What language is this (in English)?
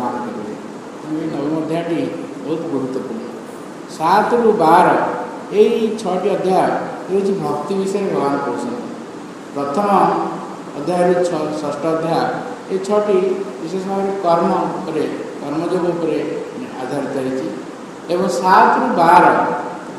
Odia